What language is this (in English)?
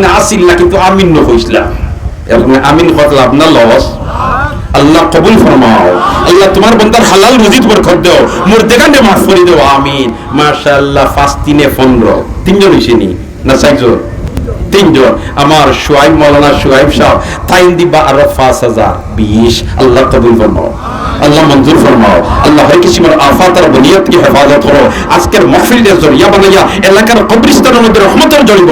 Sylheti